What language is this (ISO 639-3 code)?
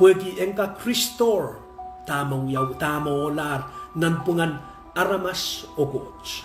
pon